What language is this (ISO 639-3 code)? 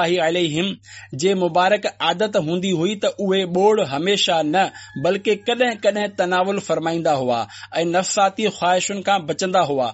snd